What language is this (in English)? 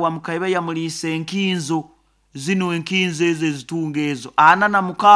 Nyoro